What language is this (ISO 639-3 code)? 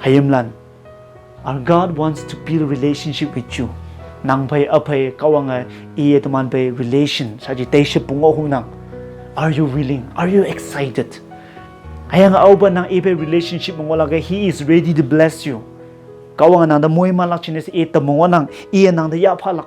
nbe